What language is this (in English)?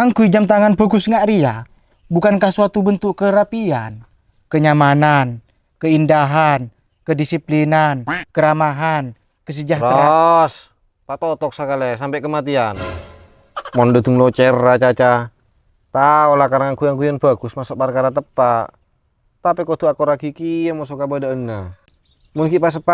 Madurese